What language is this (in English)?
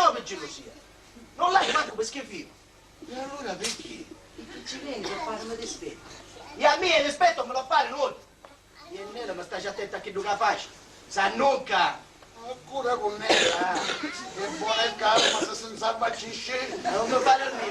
Sicilian